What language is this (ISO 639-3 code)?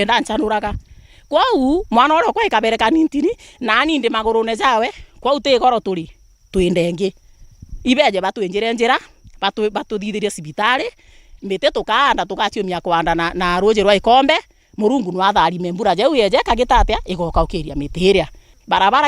mer